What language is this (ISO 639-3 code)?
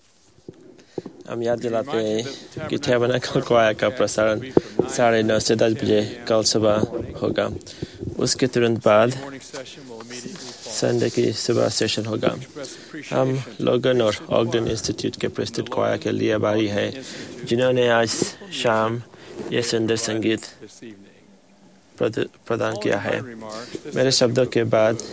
hin